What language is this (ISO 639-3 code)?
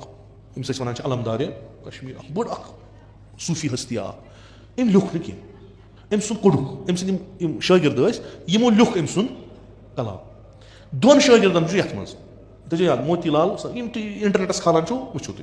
kas